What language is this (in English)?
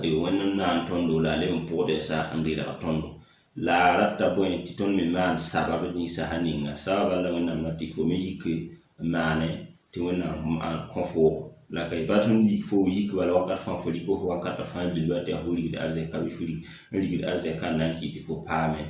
Mossi